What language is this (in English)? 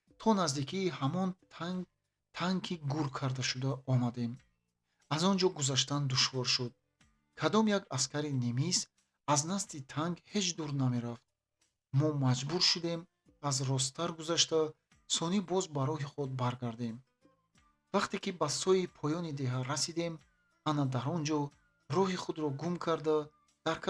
Tajik